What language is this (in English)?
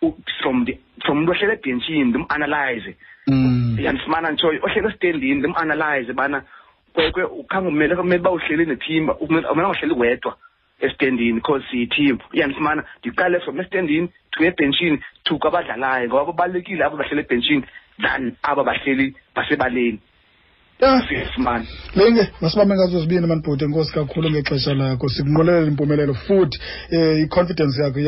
Xhosa